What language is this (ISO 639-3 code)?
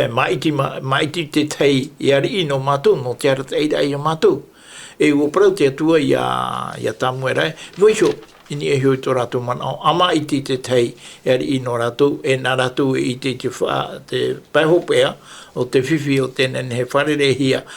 tah